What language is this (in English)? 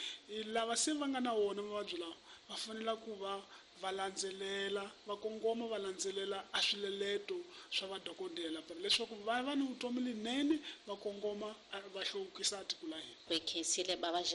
Tsonga